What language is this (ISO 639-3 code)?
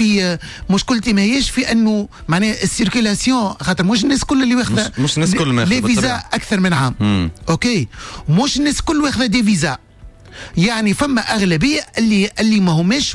aeb